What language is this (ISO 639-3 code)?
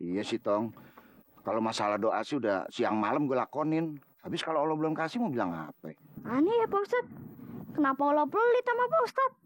bew